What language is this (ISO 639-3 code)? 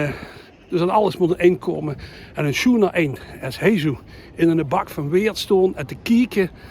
lim